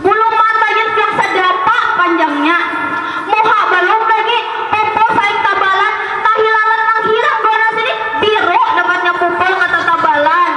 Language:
Banjar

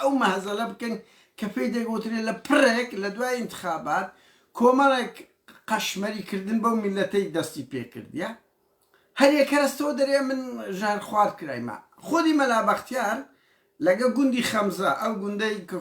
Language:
Central Kurdish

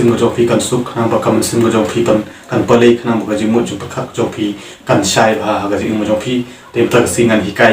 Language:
Khasi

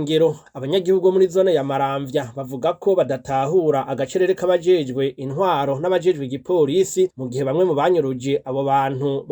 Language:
Rundi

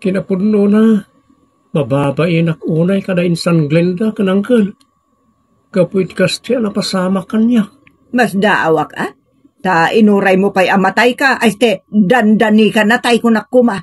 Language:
Iloko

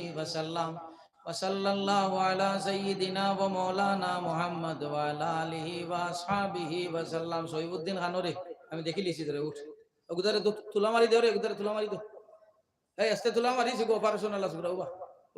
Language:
Sylheti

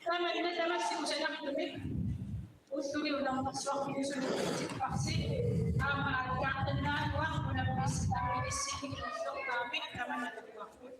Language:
Kalaallisut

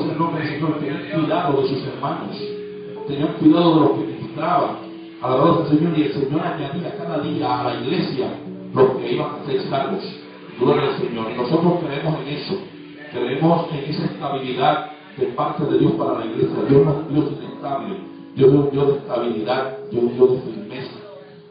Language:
Spanish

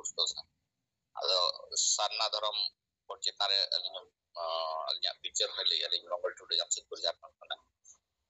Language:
Santali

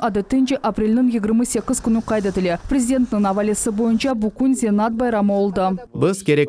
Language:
Crimean Tatar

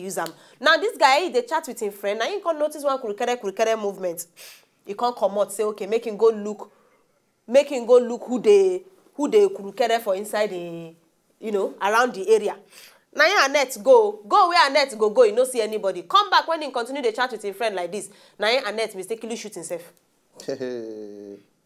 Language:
Nigerian Pidgin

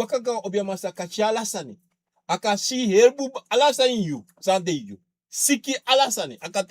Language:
Sranan Tongo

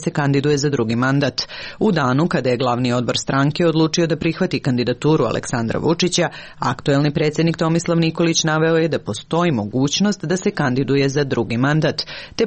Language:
Serbian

